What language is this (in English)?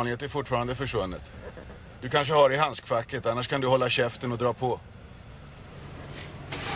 Swedish